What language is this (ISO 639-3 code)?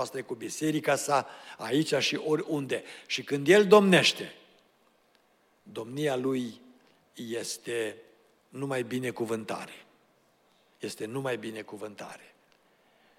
ron